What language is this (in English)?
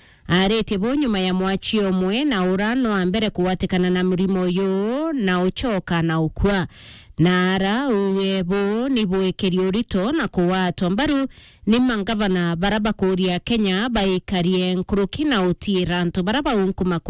Meru